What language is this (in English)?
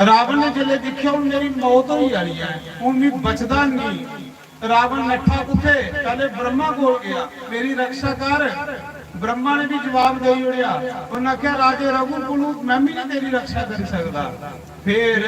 Dogri